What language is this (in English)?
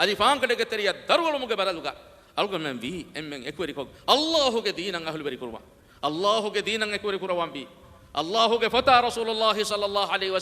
Divehi